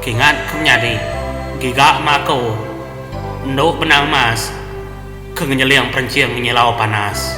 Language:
Iban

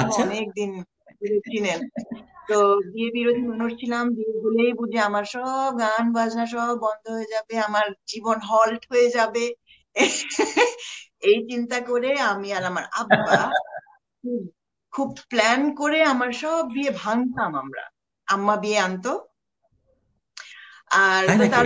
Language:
Bangla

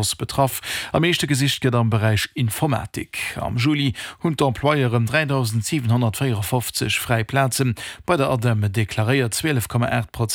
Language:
Luxembourgish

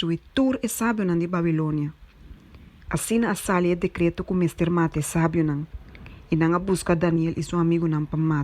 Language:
Papiamento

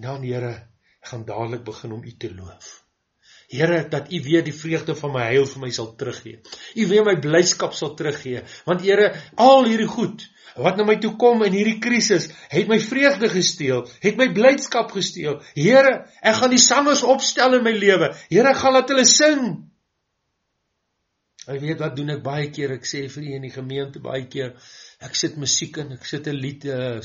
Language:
Afrikaans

